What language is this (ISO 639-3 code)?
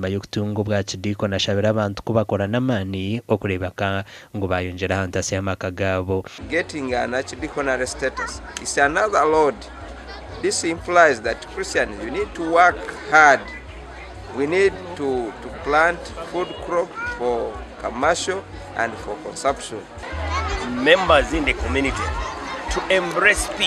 nyn